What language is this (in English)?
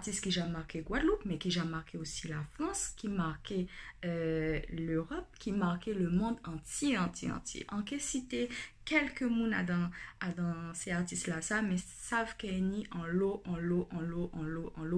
Guadeloupean Creole French